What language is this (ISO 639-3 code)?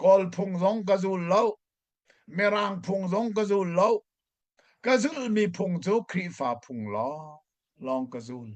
cnh